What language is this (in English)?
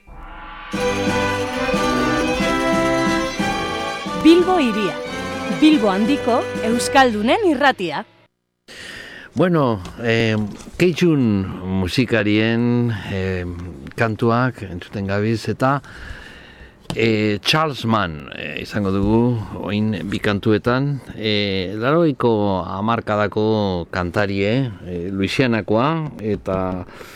Basque